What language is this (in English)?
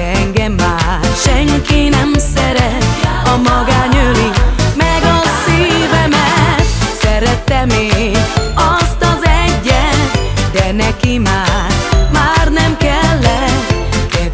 Hungarian